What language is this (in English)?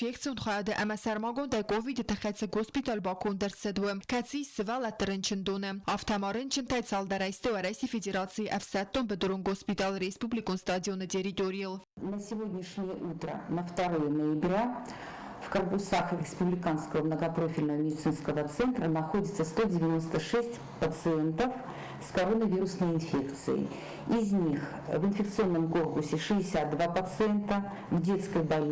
Ossetic